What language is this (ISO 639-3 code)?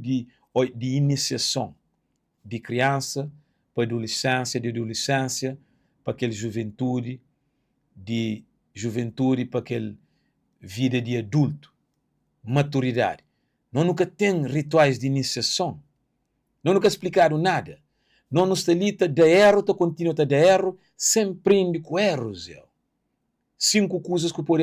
kea